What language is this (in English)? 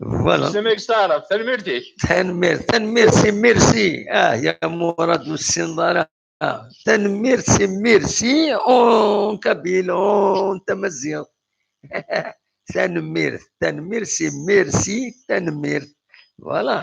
Kabyle